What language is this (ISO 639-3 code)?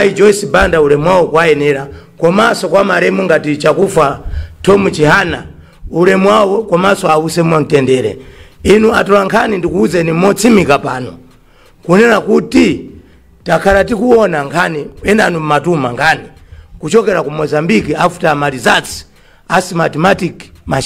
nya